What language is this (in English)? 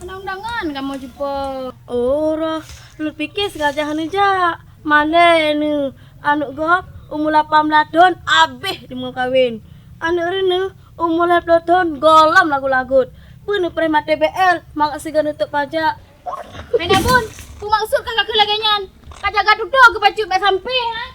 Achinese